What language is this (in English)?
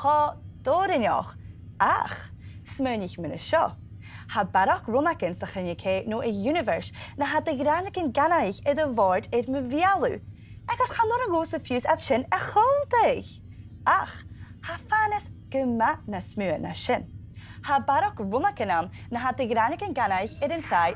Scottish Gaelic